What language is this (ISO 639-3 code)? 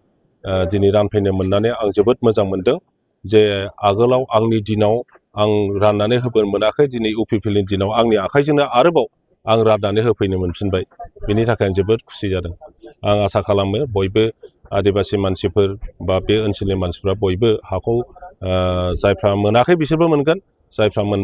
brx